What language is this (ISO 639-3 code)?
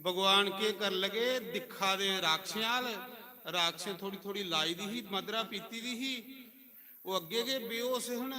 doi